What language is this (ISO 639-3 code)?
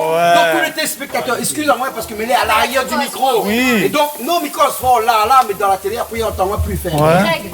rcf